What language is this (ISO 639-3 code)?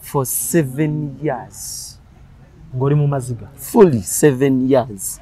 lug